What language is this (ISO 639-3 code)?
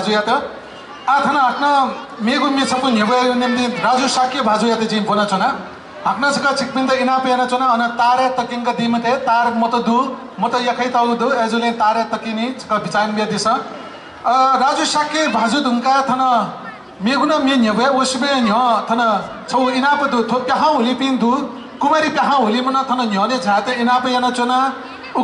new